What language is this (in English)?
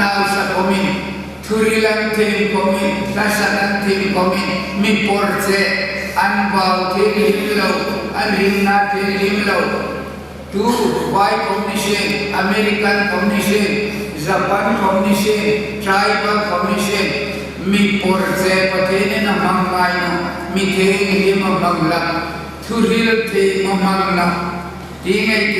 Hmar